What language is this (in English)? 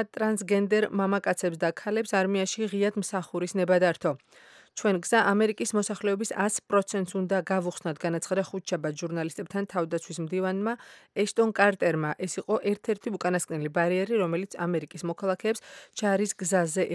Georgian